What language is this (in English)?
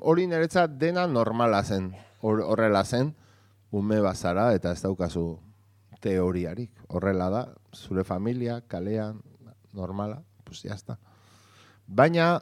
Basque